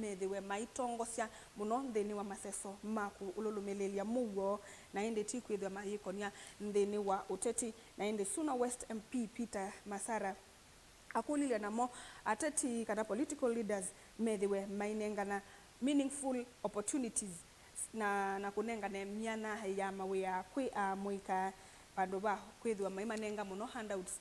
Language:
Kamba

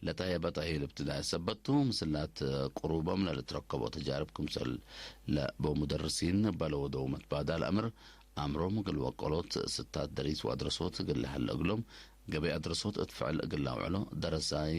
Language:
Tigre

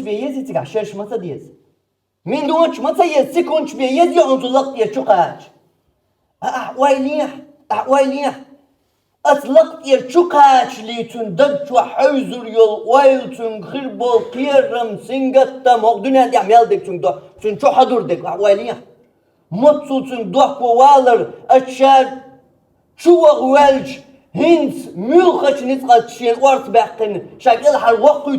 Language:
Chechen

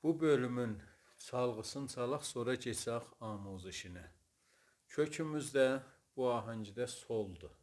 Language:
South Azerbaijani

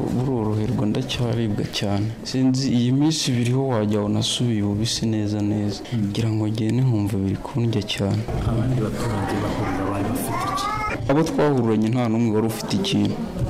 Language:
Kinyarwanda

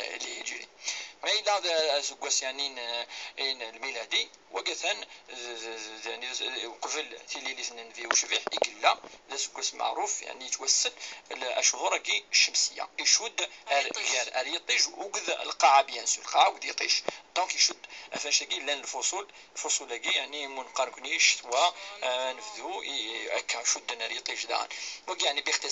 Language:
Kabyle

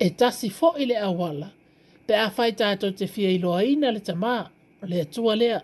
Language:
Samoan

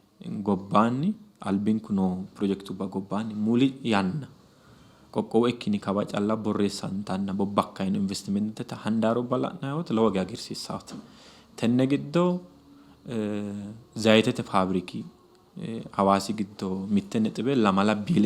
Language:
Sidamo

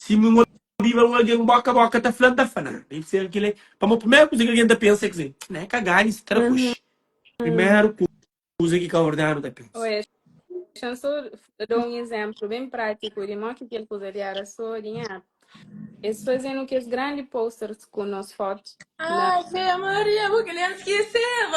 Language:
Kabuverdianu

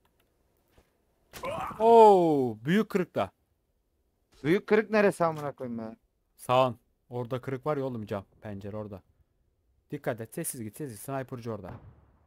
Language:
Turkish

